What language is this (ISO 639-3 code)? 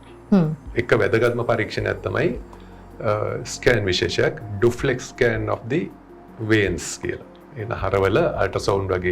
sin